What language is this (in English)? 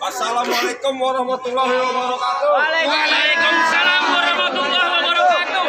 Betawi